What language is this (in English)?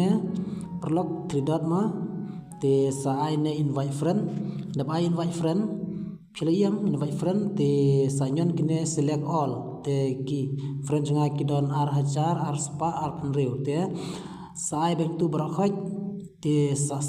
Khasi